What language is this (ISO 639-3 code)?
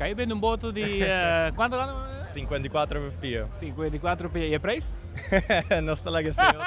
pap